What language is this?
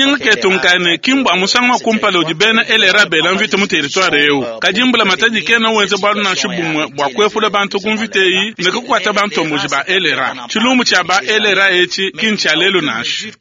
Luba-Lulua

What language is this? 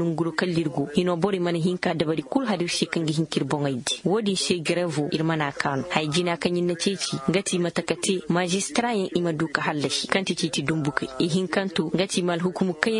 Koyraboro Senni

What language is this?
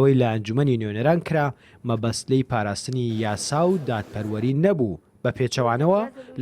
Central Kurdish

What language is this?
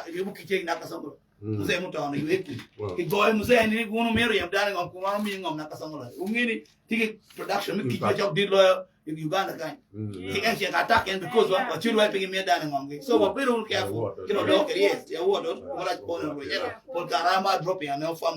Acoli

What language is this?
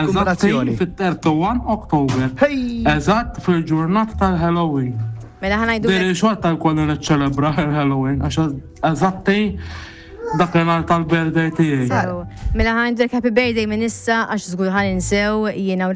Maltese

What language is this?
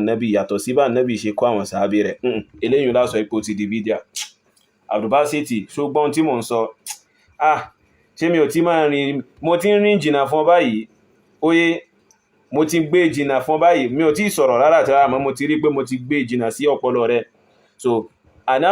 Yoruba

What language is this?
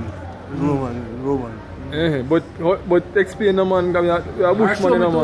Jamaican Creole English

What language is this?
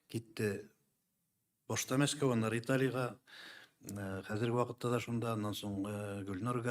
Tatar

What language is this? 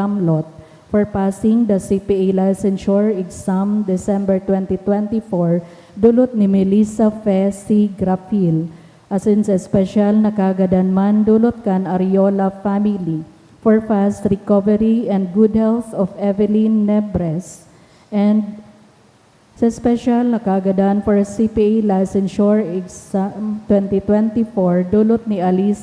Bikol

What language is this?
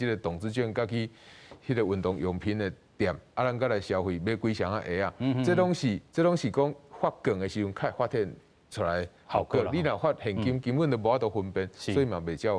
Min Nan Chinese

